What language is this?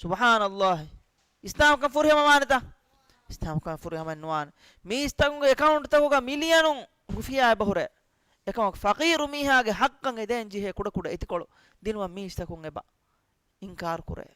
Divehi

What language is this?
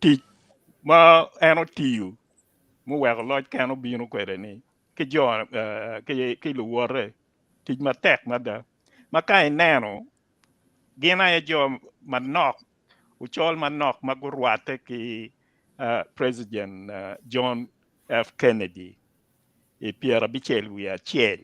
Acoli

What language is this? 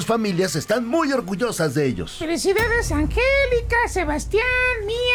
Spanish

